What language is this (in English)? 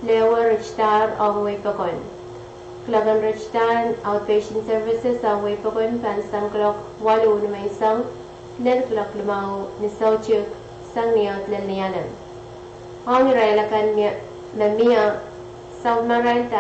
Pohnpeian